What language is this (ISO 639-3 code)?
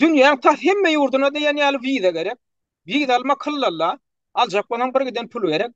tuk